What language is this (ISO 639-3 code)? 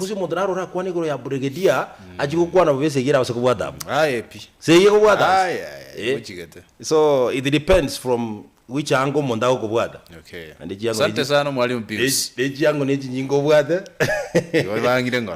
guz